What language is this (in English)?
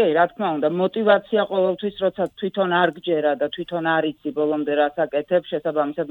Georgian